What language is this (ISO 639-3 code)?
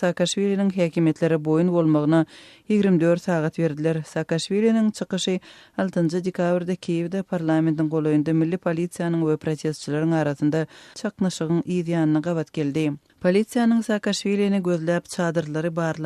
tuk